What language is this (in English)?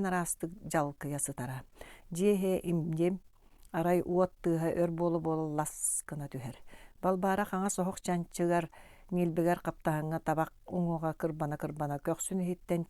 Yakut